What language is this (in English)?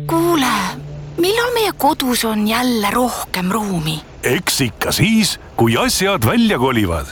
Estonian